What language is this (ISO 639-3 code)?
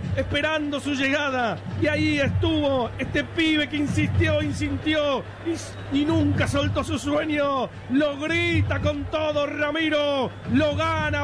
spa